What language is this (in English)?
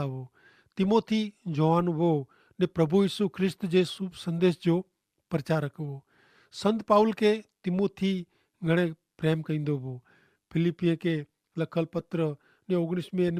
Kachhi